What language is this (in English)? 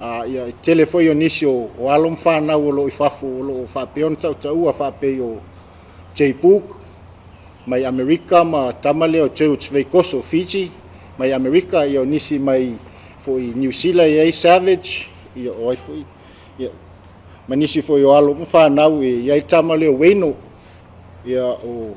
Samoan